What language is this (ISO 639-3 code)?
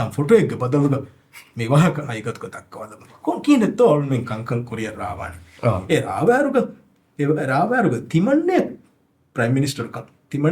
div